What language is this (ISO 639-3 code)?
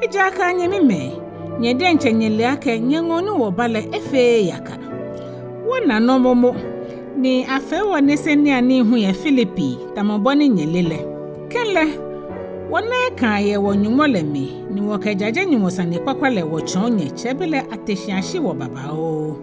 gaa